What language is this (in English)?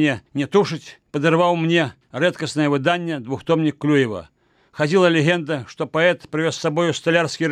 Belarusian